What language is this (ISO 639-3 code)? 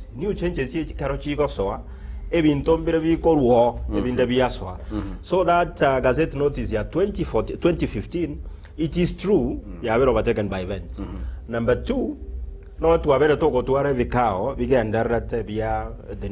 guz